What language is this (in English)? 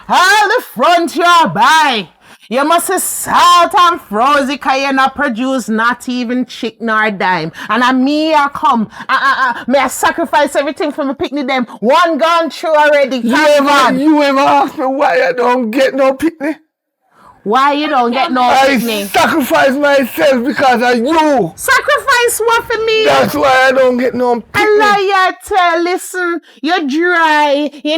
Jamaican Creole English